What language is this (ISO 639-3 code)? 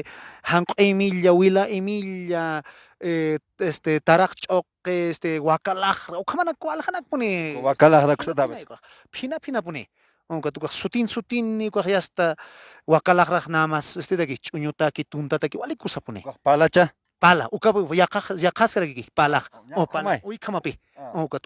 aym